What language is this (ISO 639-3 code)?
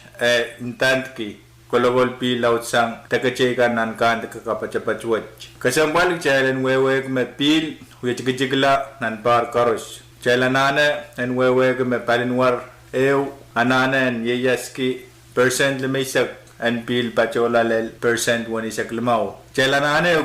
pon